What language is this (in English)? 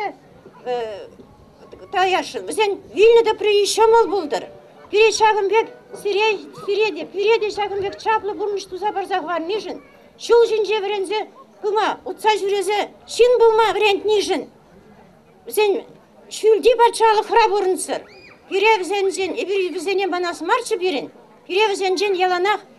Chuvash